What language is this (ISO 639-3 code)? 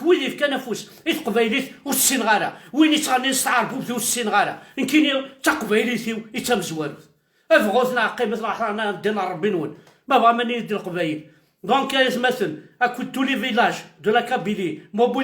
kab